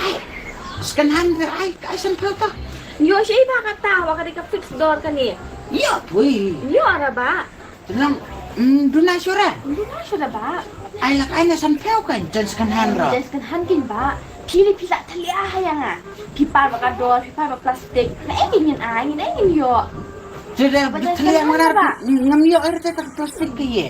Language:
Khasi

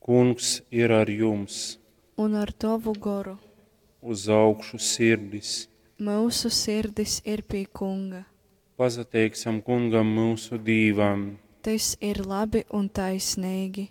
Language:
Latgalian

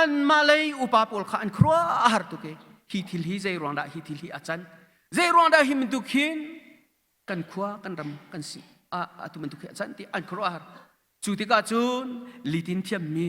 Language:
Hakha Chin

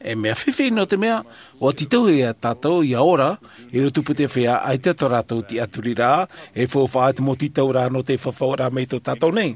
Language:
Tahitian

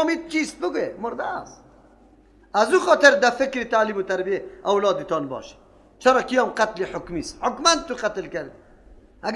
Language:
Persian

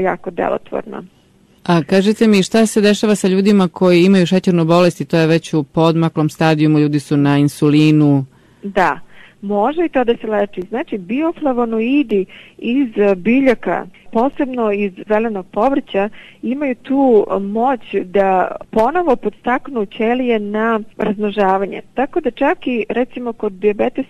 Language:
Serbian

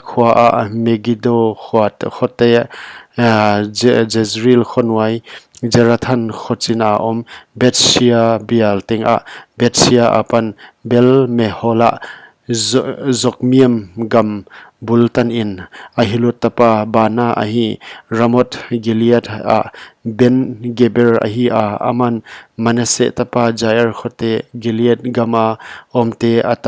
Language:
Paite Chin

